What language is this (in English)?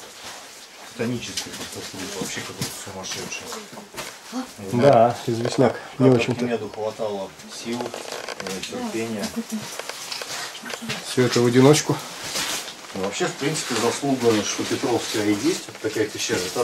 Russian